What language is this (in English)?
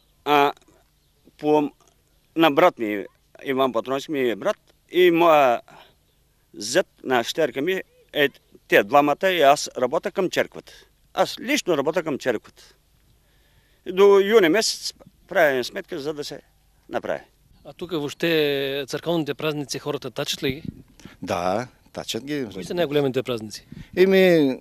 Bulgarian